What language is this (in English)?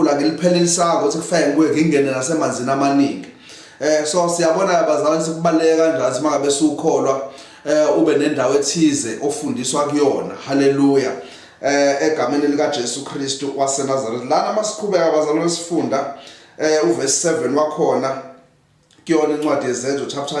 Zulu